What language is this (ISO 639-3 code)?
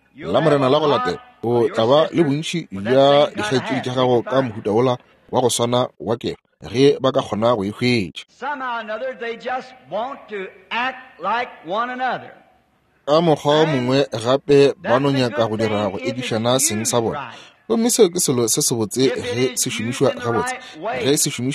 nso